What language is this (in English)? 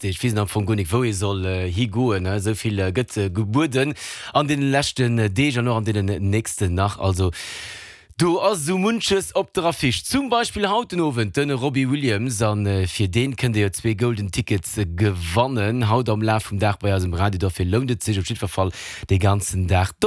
Luxembourgish